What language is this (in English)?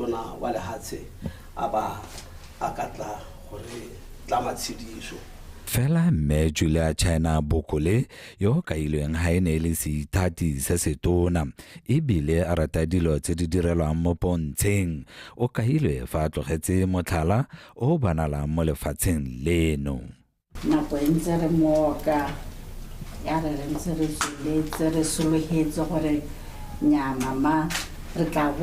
Tswana